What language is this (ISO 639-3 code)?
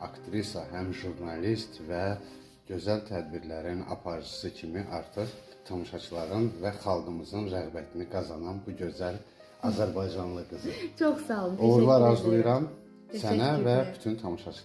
aze